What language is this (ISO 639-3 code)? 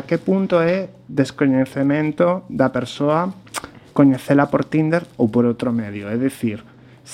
glg